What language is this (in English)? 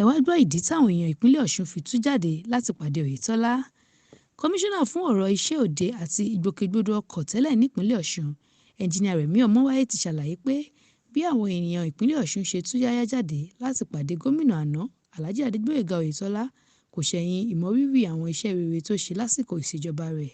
Yoruba